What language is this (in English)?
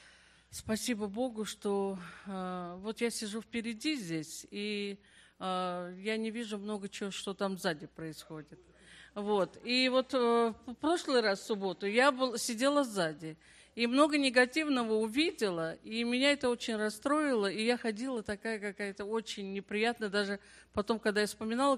Russian